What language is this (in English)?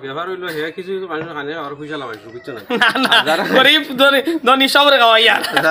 Sylheti